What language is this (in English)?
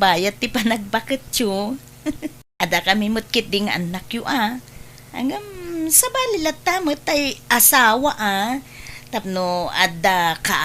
Iloko